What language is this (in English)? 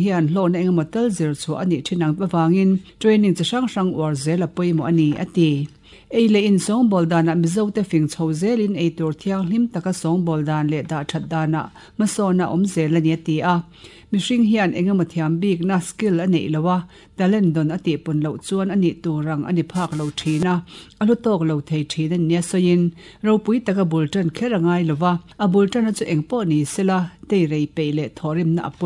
Mizo